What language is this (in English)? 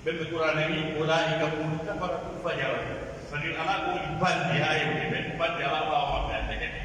Pular